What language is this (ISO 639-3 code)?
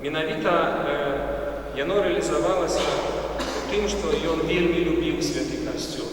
bel